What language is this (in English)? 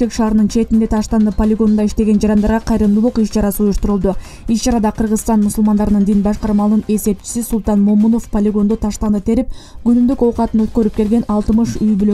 Kyrgyz